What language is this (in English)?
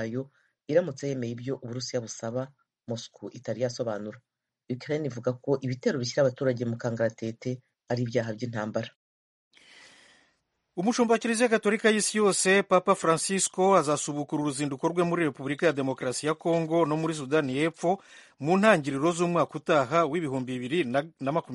Kinyarwanda